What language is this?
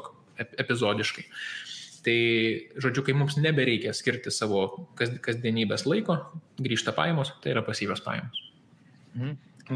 Lithuanian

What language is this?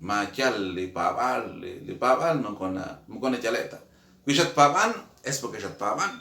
Kekchí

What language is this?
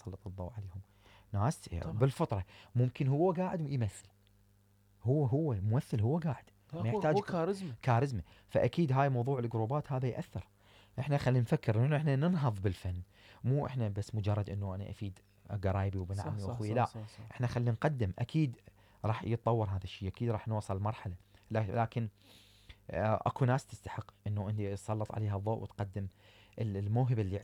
Mesopotamian Arabic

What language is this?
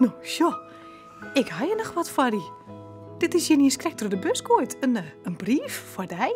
Western Frisian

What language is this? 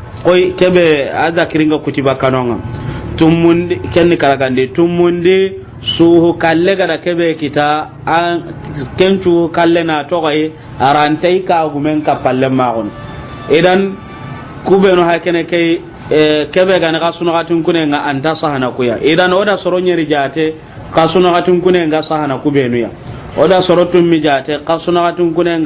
Soninke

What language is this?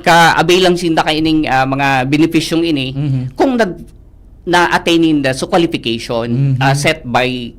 Bikol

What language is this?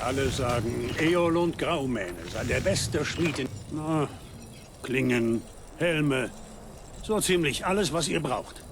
Bavarian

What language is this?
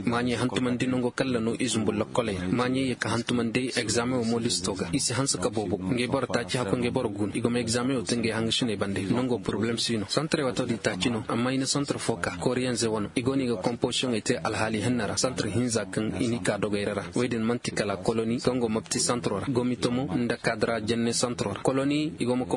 Koyraboro Senni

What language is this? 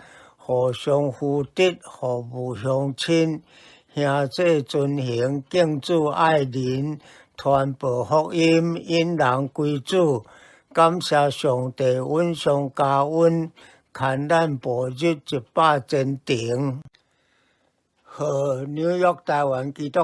Min Nan Chinese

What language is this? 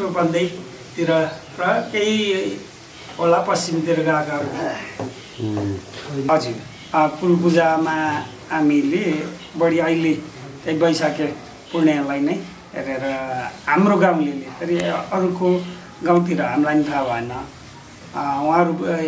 Nepali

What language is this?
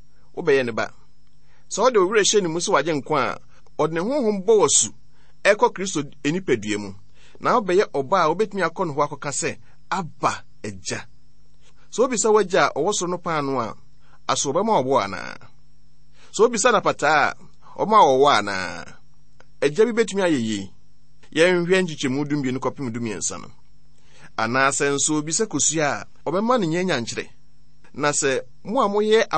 Akan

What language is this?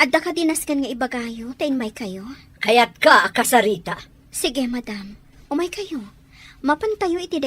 Iloko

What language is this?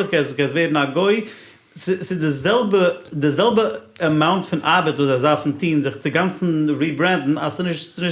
Yiddish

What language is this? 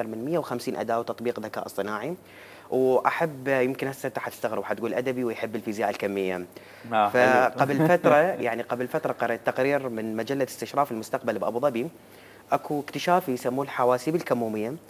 Mesopotamian Arabic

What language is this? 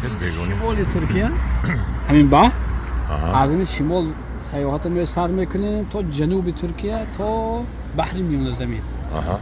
Tajik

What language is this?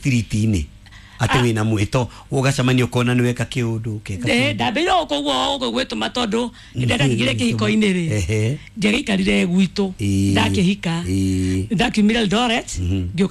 Kikuyu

